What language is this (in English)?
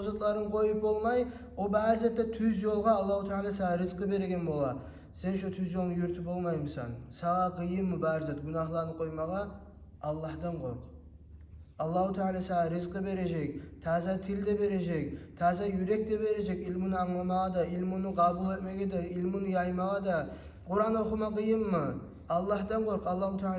Kumyk